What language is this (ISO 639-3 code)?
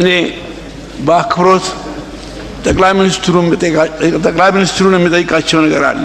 amh